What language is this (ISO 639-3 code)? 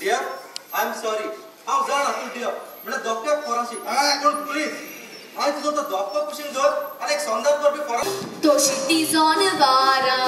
kok